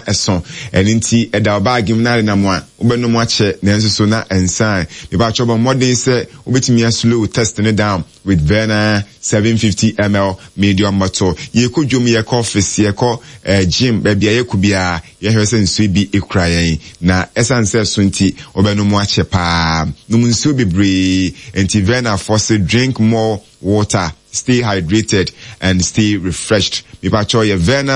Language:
Akan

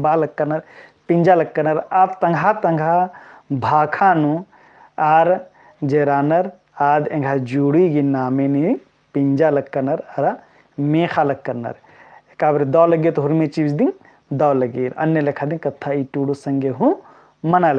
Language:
Kurukh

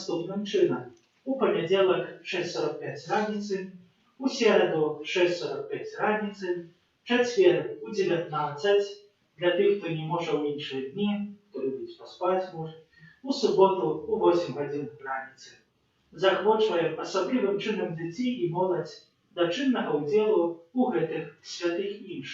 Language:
Belarusian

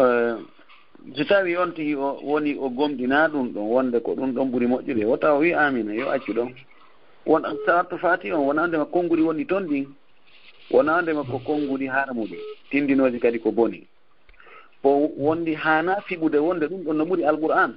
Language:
Fula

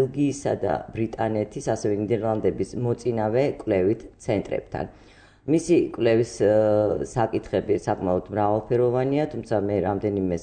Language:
Georgian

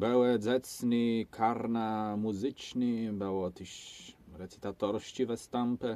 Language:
Kashubian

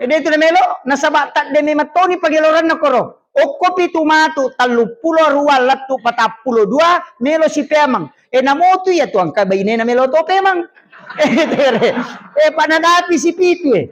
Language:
Buginese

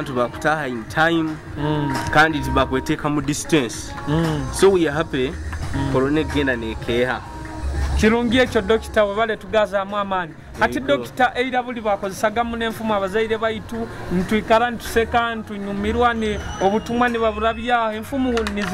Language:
Nyoro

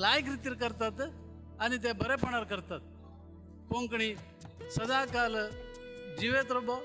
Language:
Konkani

